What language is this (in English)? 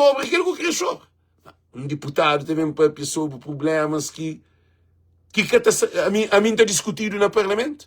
Kabuverdianu